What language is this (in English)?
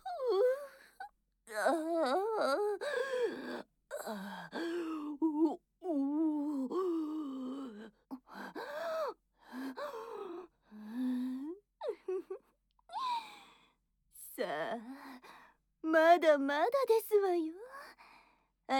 Japanese